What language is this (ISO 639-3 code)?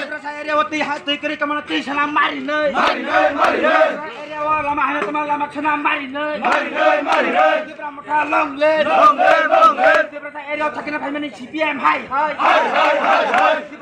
trp